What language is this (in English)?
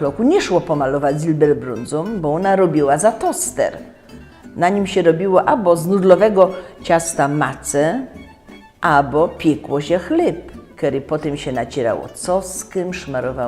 Silesian